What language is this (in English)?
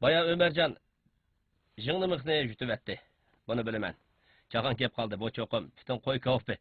Uyghur